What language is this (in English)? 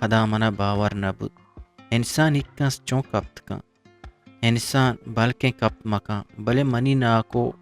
Eastern Balochi